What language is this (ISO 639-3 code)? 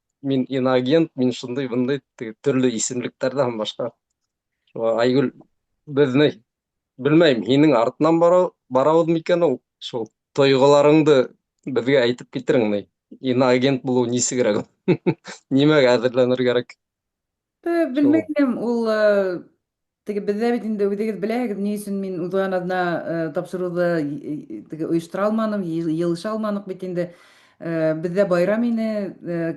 bak